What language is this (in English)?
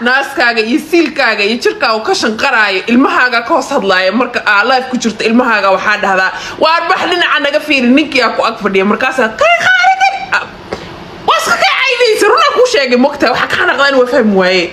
Somali